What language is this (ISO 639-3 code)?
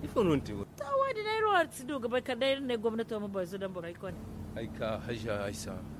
dje